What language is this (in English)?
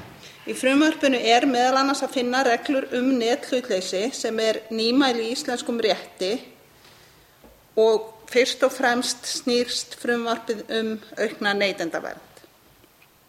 Icelandic